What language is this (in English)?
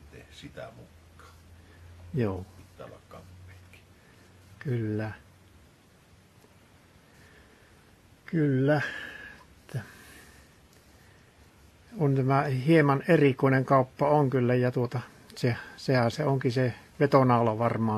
Finnish